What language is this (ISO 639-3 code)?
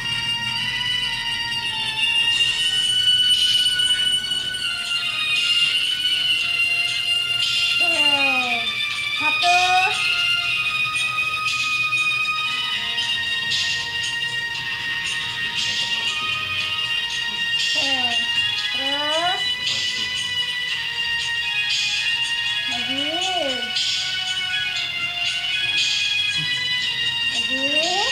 ind